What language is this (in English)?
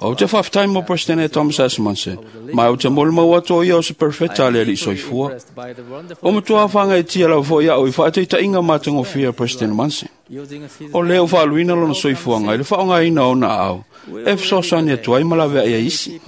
Samoan